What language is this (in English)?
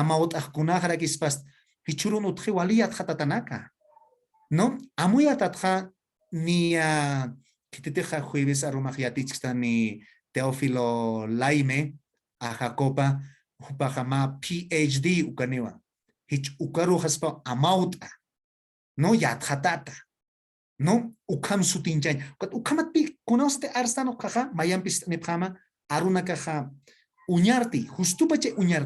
Aymara